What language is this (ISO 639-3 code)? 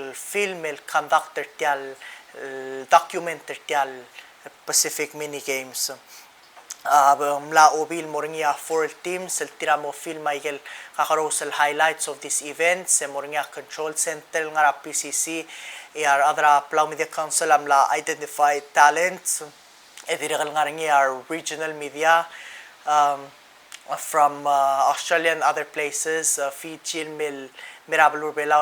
pau